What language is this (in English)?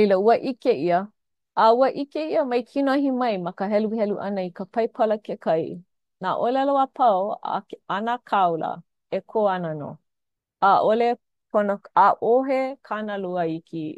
Hawaiian